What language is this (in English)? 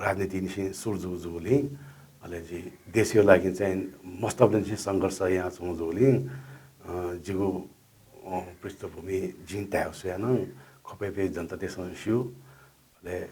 Newari